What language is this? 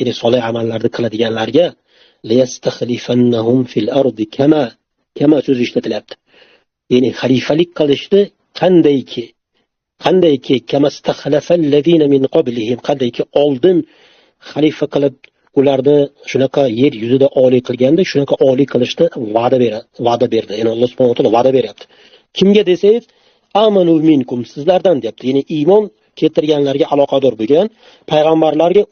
Uzbek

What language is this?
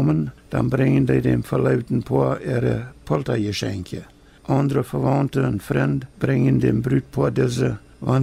Plautdietsch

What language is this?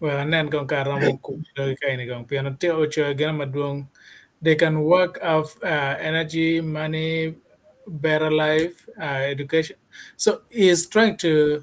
Acoli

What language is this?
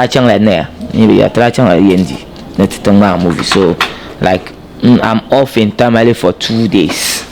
Dagbani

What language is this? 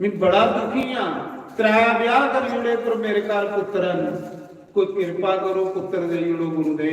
Dogri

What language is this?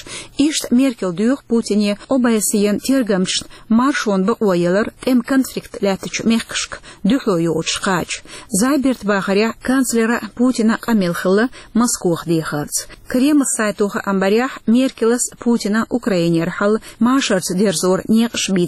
Chechen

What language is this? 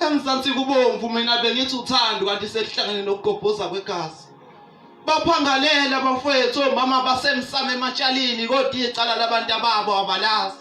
Zulu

